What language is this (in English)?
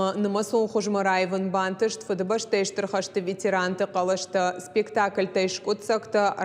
Ossetic